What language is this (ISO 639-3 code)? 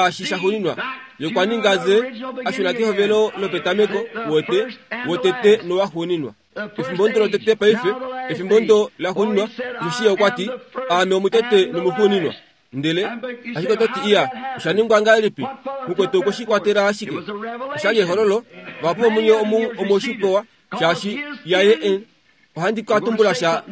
kua